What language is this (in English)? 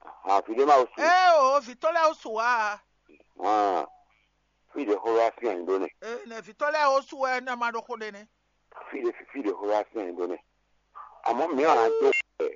Fon